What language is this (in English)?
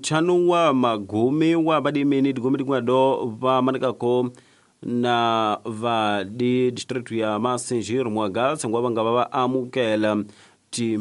Tsonga